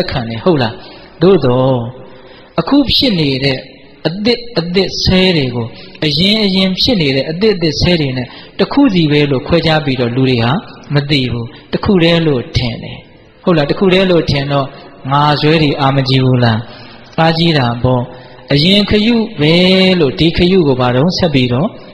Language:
Burmese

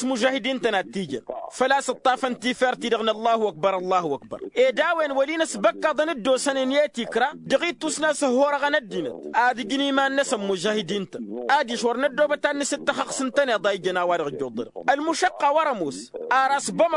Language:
Tamasheq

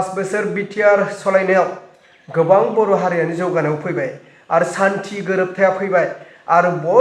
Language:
Bodo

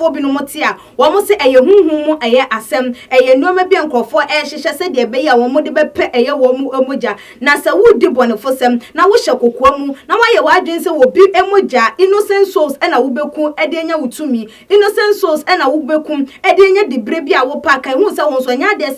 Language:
Akan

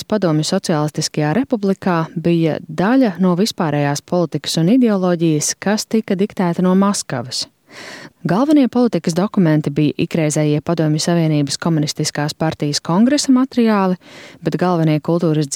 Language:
Latvian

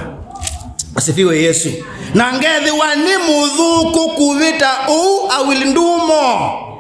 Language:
Kamba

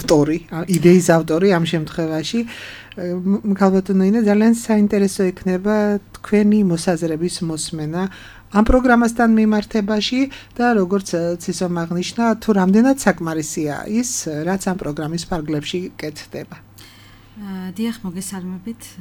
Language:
Georgian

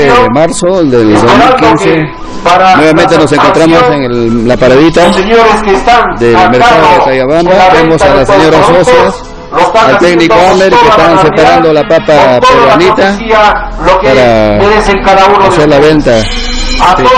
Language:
Spanish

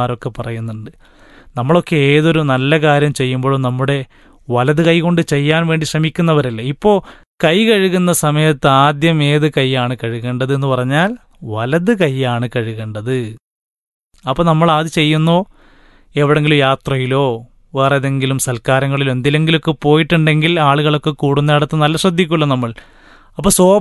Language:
Malayalam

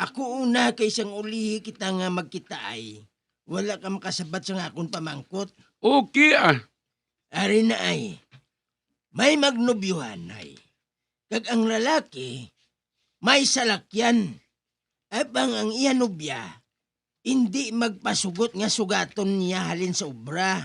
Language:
Hiligaynon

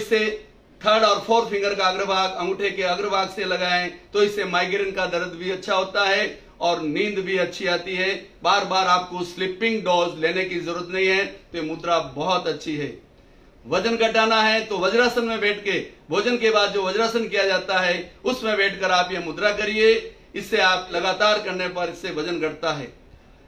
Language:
Hindi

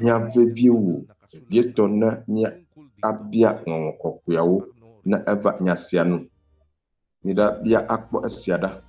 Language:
Ewe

